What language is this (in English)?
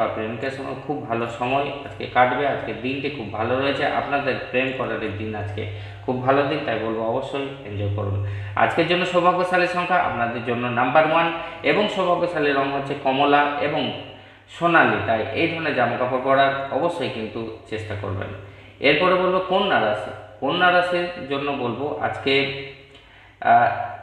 Bangla